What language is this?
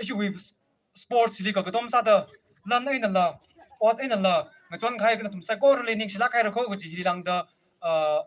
Tangkhul Naga (India)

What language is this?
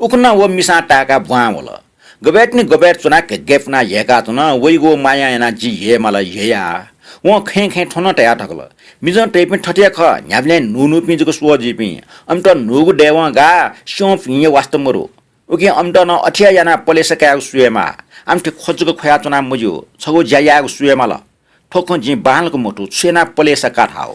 Newari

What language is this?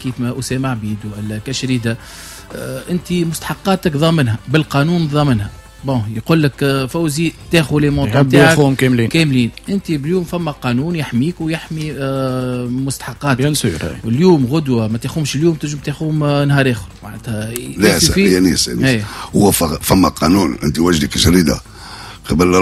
Tunisian Arabic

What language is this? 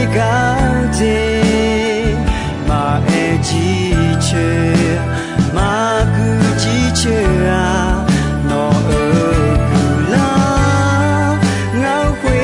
Akha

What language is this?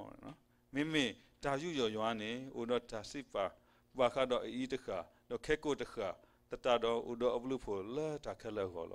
S'gaw Karen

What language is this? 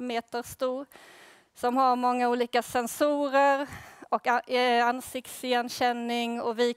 Swedish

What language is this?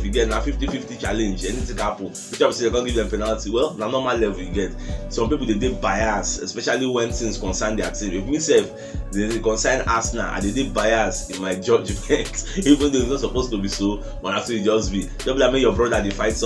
Nigerian Pidgin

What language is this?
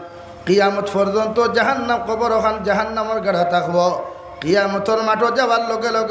Sylheti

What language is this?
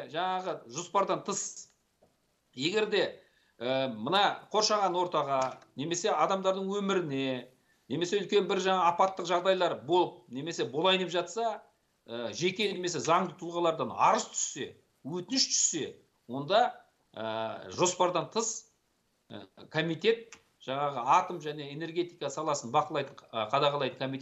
Kazakh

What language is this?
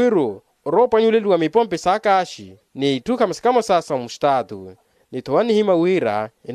Makhuwa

